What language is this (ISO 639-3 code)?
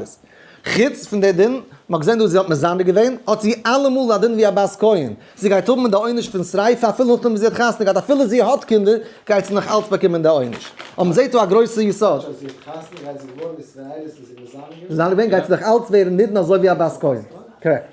yid